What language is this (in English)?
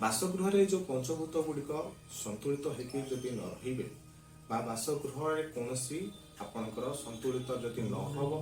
Odia